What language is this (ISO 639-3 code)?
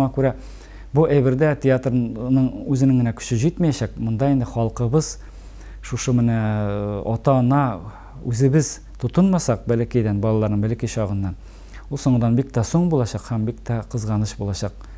tat